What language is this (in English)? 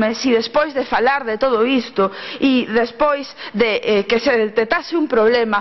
Galician